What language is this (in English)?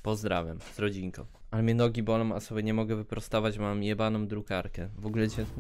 Polish